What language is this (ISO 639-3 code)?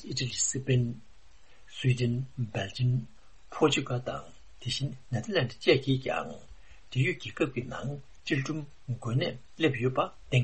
bod